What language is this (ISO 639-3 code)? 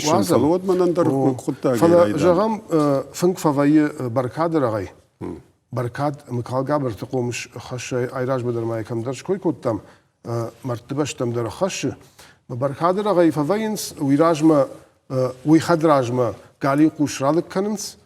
oss